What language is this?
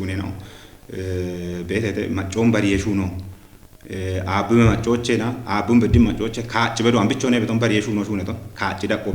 Kafa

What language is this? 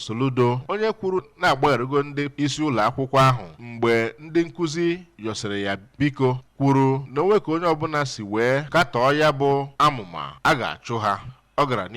Igbo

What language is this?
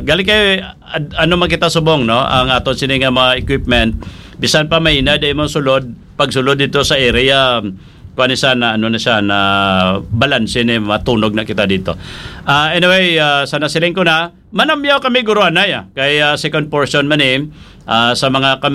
Hiligaynon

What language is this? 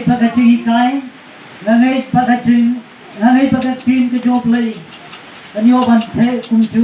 Khasi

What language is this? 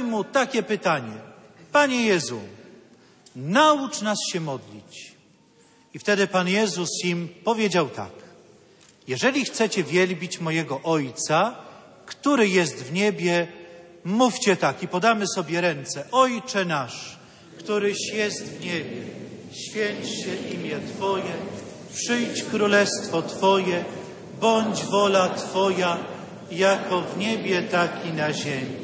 Polish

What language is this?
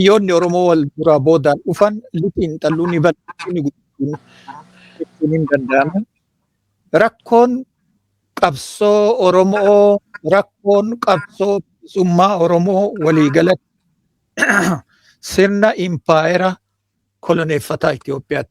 Oromo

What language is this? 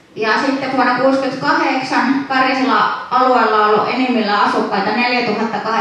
Finnish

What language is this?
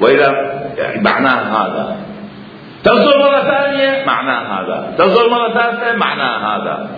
Mesopotamian Arabic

